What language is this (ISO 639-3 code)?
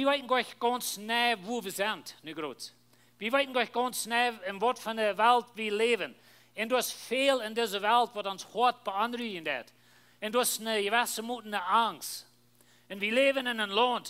pdt